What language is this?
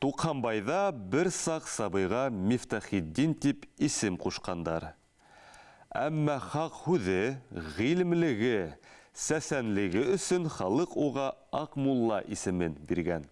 Bashkir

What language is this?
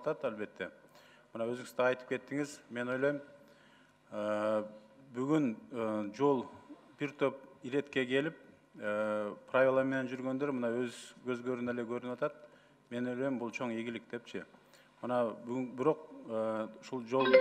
Kyrgyz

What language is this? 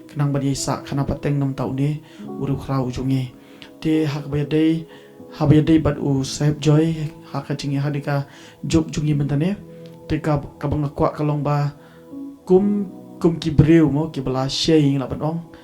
Khasi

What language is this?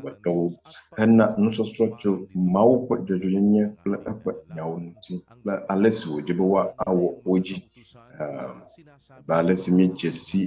Ewe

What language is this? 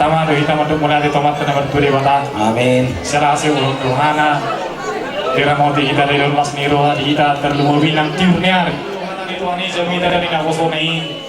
Batak Toba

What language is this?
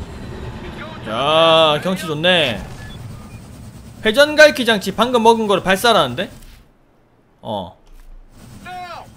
Korean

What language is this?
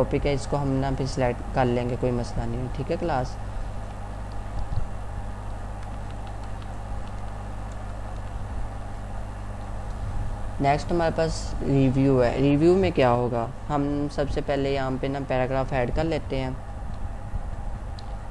Hindi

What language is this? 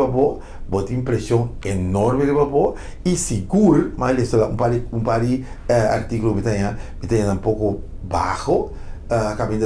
Papiamento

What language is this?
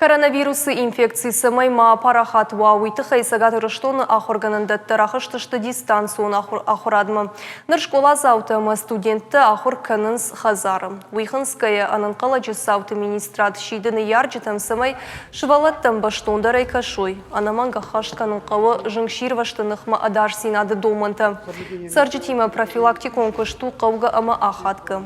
Ossetic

